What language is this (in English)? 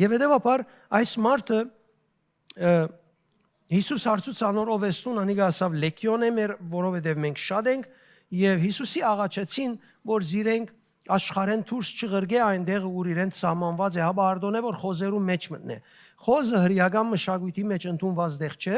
Western Armenian